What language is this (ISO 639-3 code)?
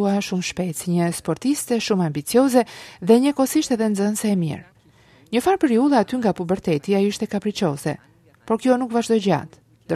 sqi